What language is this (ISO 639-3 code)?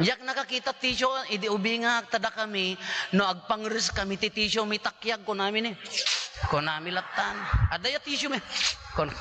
ilo